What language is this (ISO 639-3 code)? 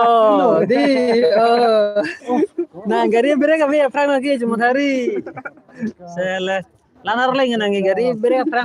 mjw